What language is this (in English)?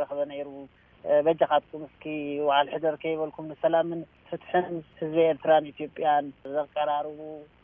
Tigrinya